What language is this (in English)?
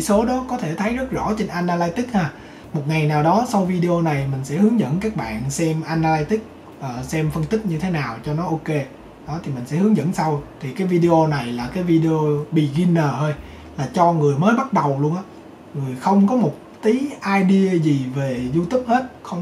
Vietnamese